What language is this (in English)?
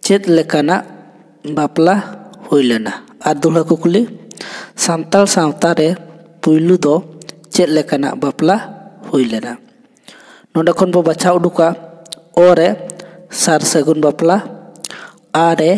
Santali